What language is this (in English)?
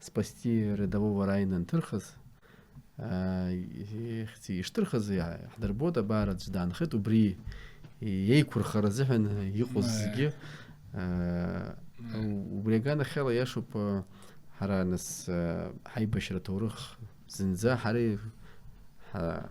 Abkhazian